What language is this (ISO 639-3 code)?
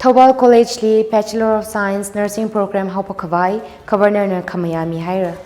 nmf